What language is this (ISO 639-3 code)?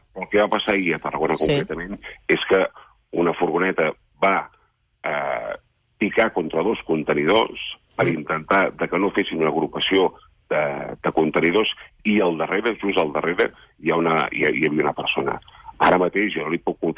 cat